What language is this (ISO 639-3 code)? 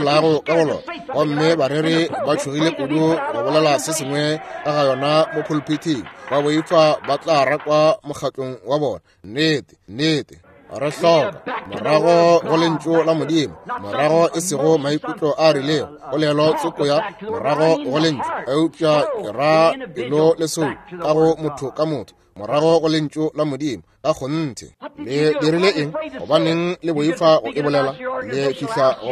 nso